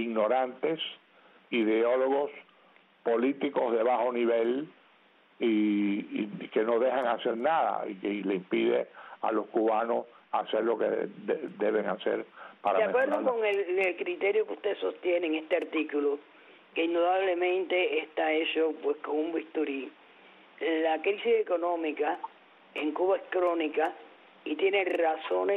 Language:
Spanish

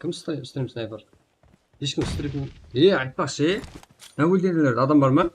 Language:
Kara-Kalpak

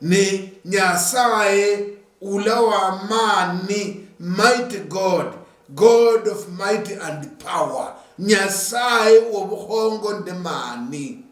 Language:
Luyia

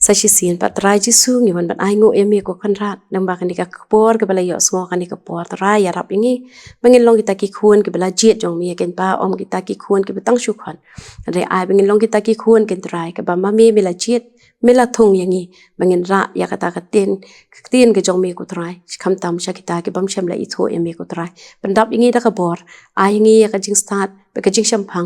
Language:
Khasi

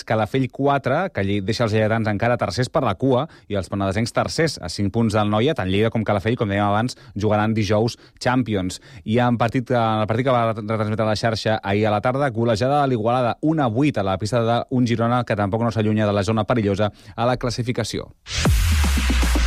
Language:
Catalan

